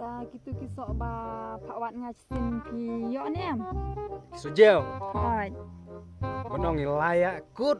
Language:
Khasi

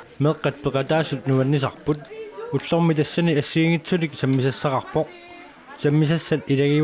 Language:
Kalaallisut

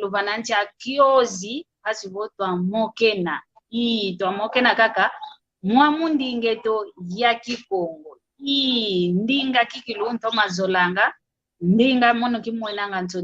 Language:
San Salvador Kongo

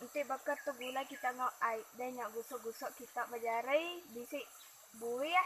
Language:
Iban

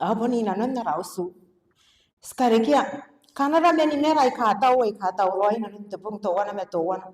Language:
Gilbertese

